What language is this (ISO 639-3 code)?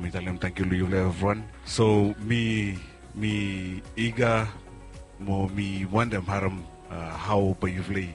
bis